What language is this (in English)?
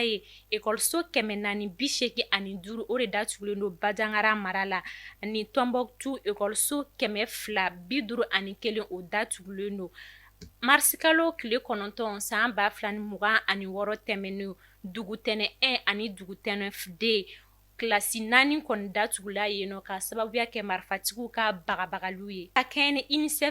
Bambara